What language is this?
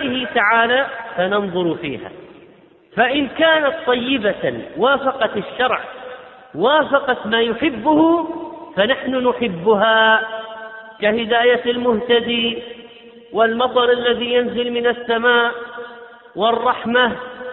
Arabic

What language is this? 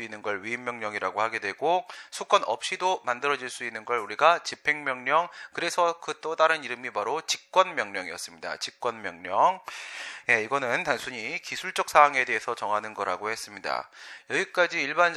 Korean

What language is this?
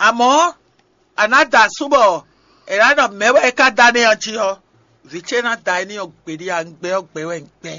Fon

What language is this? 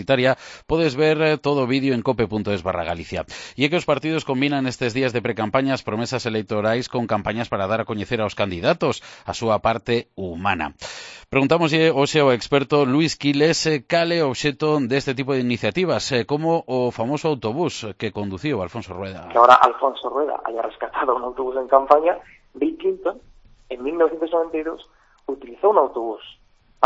Galician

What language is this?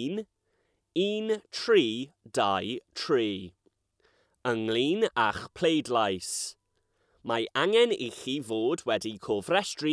Welsh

